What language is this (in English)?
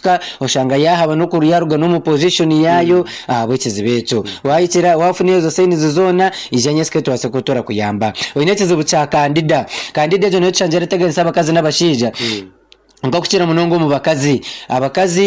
Nyankole